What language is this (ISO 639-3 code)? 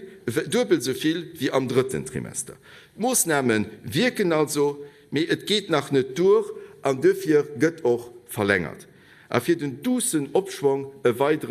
ltz